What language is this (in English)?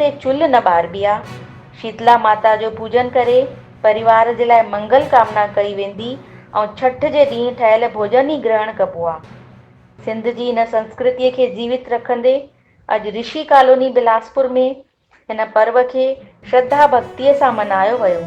Sindhi